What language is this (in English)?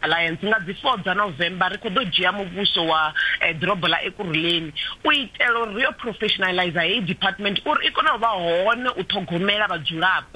Venda